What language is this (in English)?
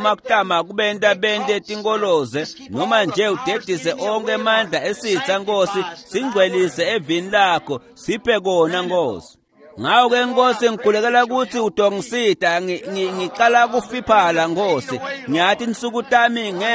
Swati